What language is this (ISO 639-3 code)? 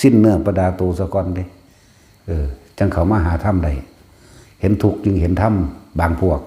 tts